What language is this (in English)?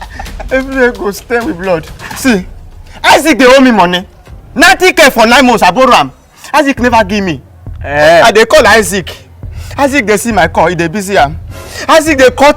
Nigerian Pidgin